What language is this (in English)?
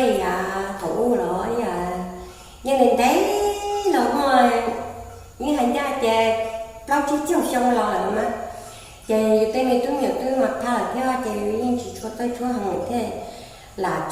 Hmong